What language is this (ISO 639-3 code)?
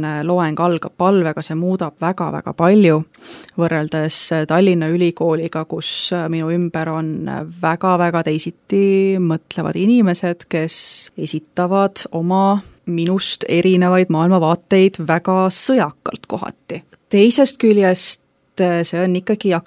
est